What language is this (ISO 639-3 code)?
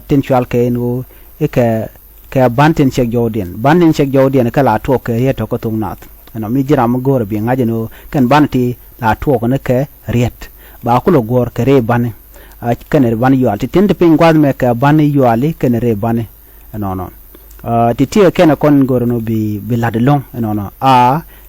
nus